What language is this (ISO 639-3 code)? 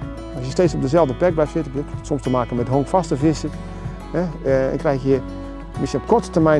nld